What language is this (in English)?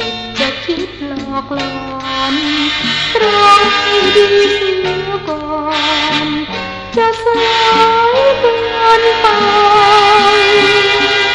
Thai